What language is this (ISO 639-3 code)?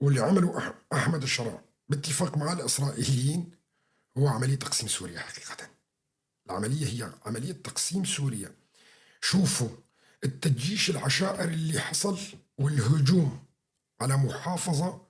apc